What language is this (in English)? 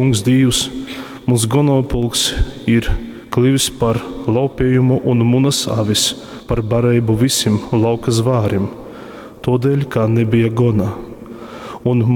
Latgalian